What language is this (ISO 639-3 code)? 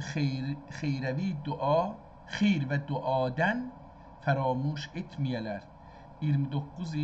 azb